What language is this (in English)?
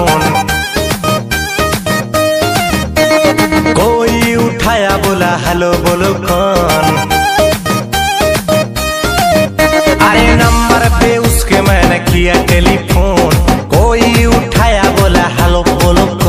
Bhojpuri